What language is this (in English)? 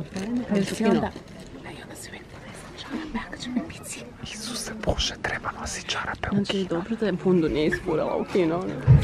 Croatian